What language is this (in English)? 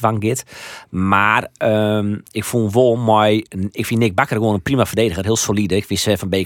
Western Frisian